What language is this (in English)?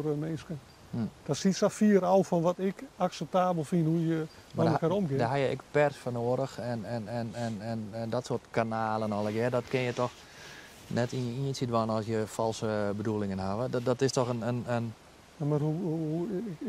Western Frisian